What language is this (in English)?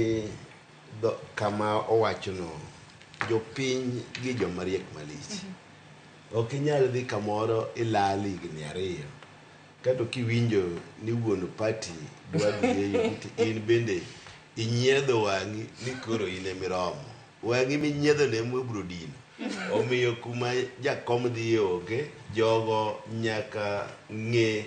Luo (Kenya and Tanzania)